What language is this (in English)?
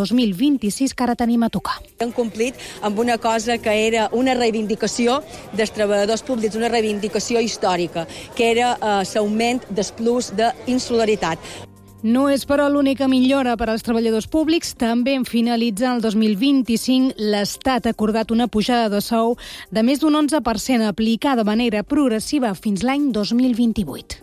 Catalan